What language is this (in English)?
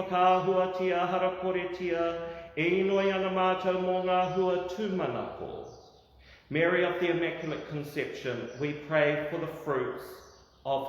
Māori